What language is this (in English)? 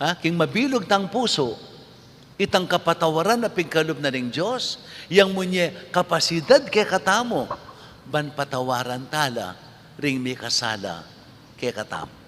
Pampanga